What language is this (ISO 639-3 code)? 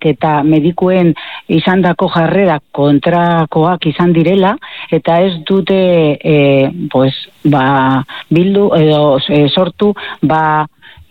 eus